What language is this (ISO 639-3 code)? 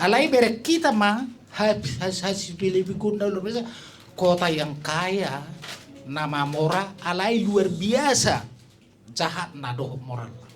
bbc